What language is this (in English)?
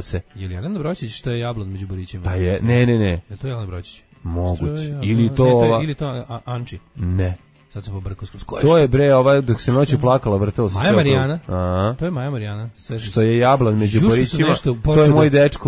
Serbian